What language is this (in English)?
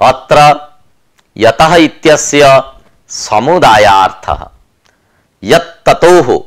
Sanskrit